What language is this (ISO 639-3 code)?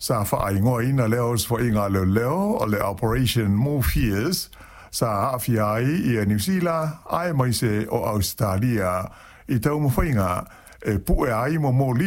smo